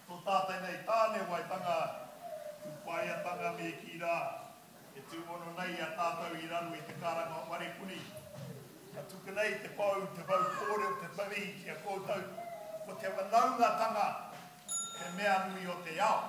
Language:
Māori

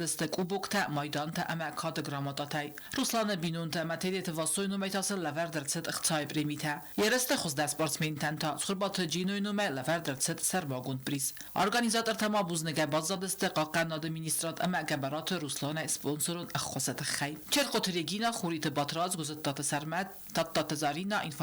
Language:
Ossetic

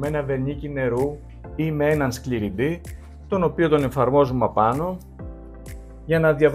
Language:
Greek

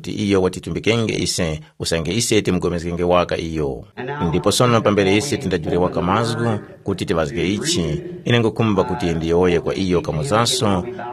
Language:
Tumbuka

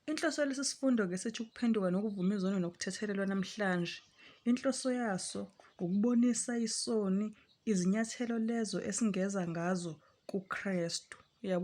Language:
Zulu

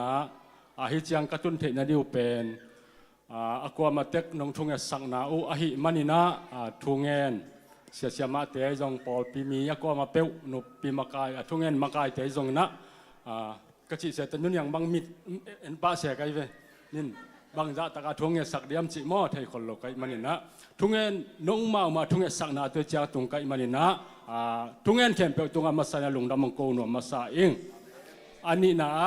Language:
Tedim Chin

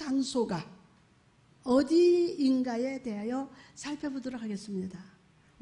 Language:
Korean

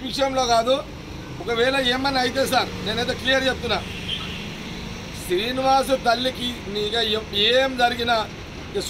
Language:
Telugu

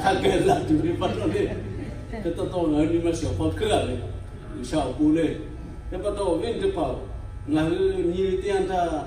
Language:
Lahu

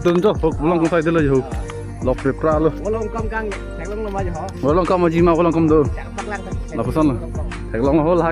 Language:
Karbi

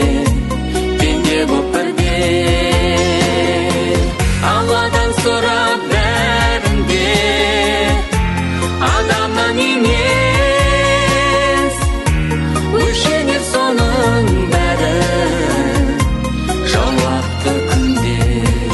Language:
Kazakh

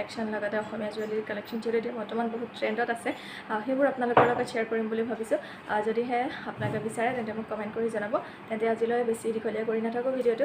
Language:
Assamese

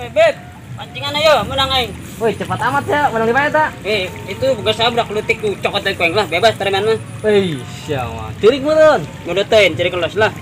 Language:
Sundanese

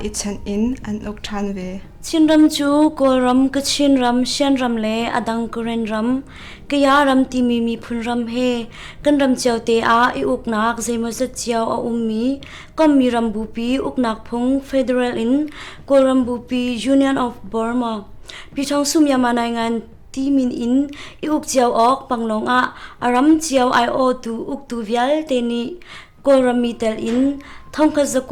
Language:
Hakha Chin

